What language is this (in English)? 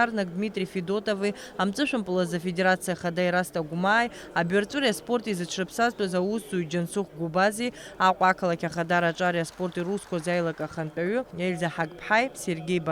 Abkhazian